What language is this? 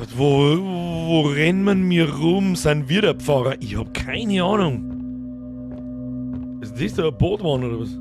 Bavarian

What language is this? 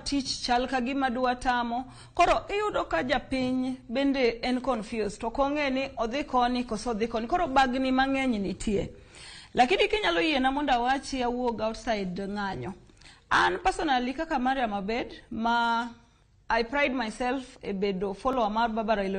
Luo (Kenya and Tanzania)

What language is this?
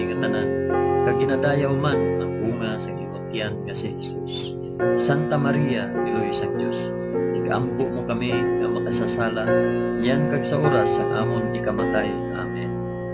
Hiligaynon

